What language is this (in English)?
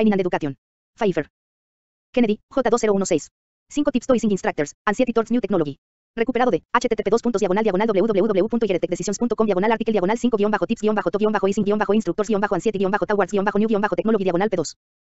Spanish